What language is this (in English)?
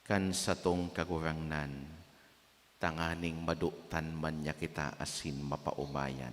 Bikol